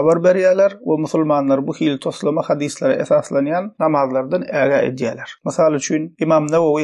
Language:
Turkmen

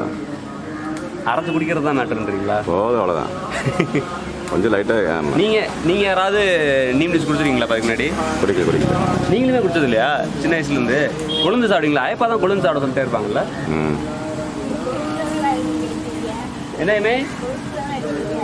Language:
Tamil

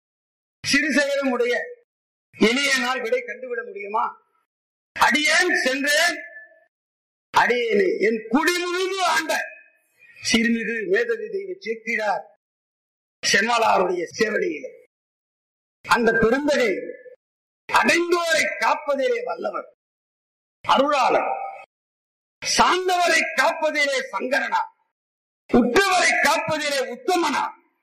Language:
Tamil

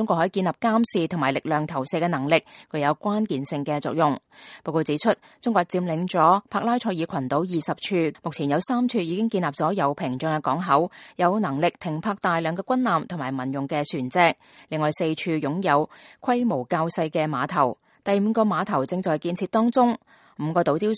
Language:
Cantonese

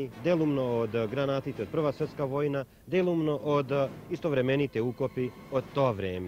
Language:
Macedonian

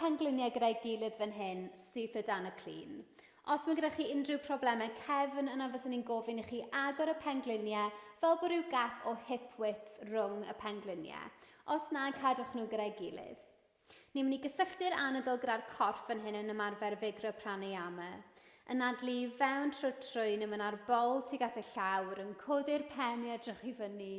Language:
Welsh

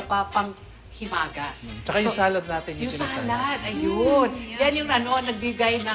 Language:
Filipino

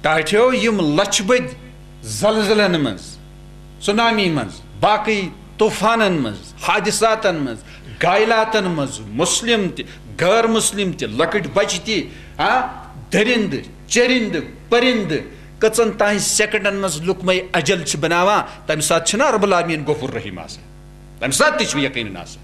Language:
Kashmiri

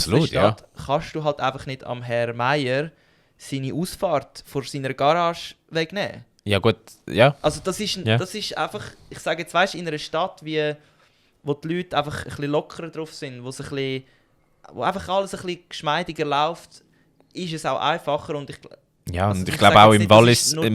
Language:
Swiss German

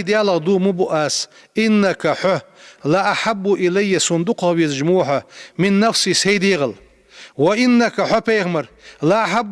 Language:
Ingush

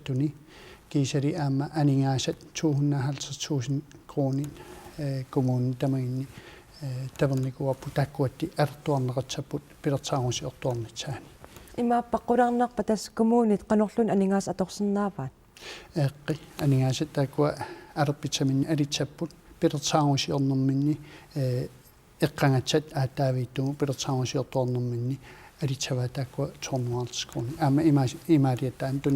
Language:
Kalaallisut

